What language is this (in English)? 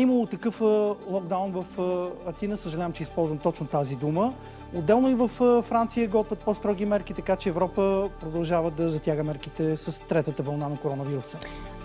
Bulgarian